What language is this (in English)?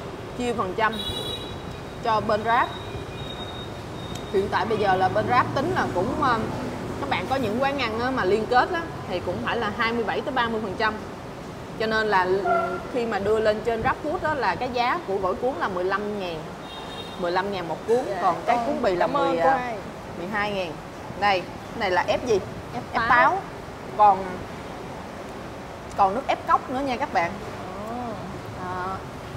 Vietnamese